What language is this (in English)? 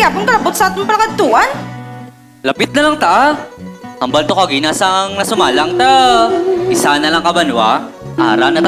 Hiligaynon